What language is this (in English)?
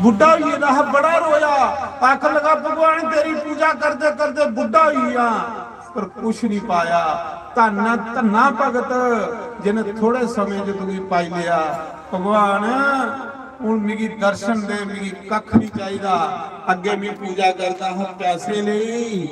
Dogri